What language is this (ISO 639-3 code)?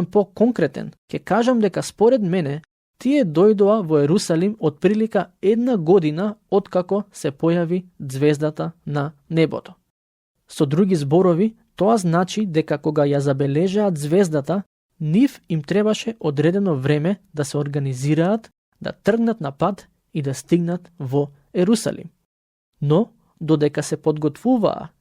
mkd